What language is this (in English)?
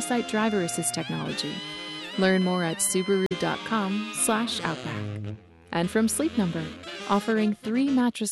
English